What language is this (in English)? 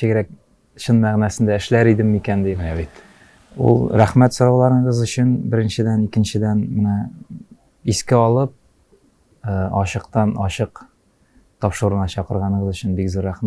Tatar